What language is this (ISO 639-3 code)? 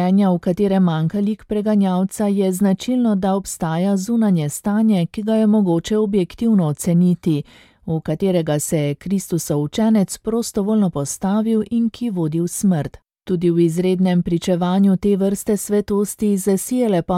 slv